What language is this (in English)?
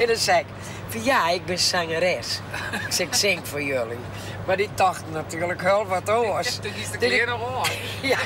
Western Frisian